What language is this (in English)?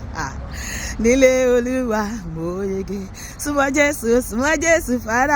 Yoruba